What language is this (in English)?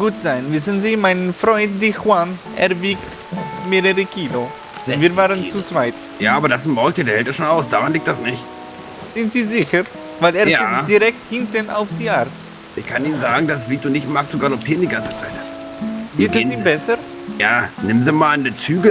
Swiss German